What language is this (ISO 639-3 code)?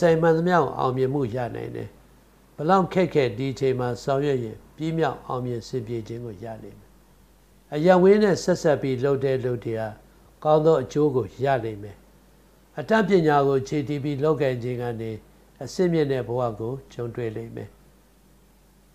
mya